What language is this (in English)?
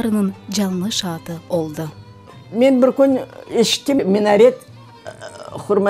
Crimean Tatar